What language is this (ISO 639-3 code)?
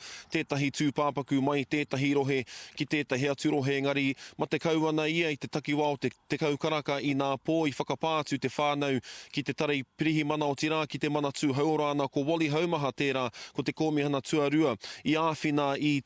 mri